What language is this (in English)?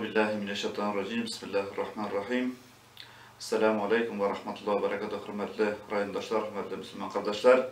Tatar